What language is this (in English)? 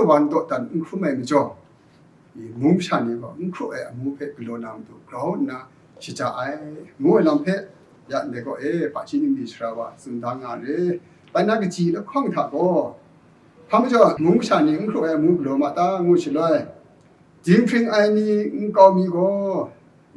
Kachin